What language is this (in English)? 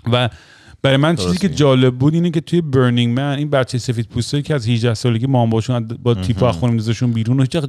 Persian